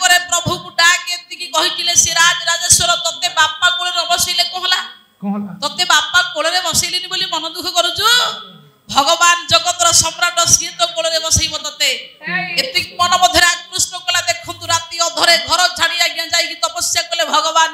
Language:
Odia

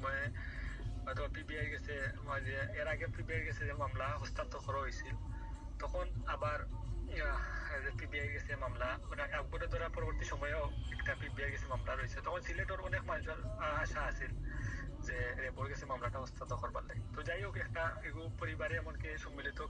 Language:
Sylheti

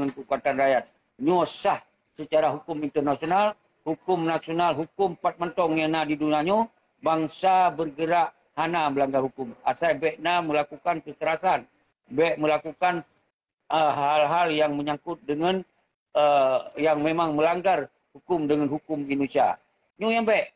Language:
Achinese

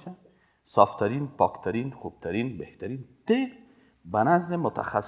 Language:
Persian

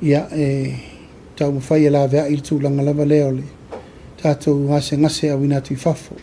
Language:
Samoan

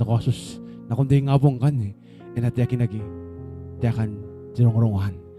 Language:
Gilbertese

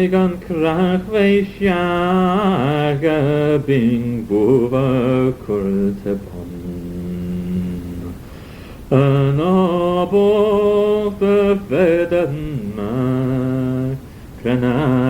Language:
Manx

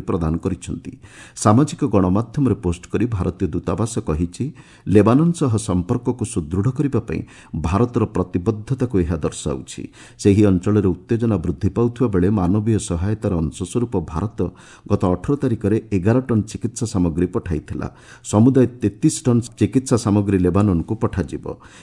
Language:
Odia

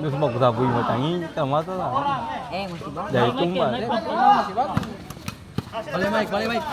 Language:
Ambonese Malay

